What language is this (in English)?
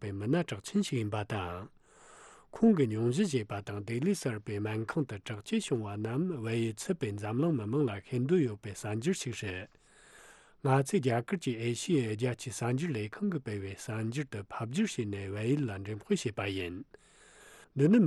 Tibetan